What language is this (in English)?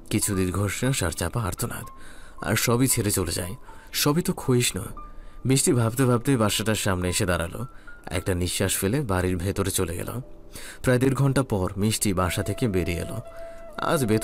Bangla